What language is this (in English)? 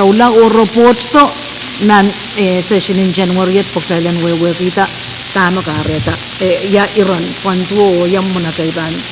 Pohnpeian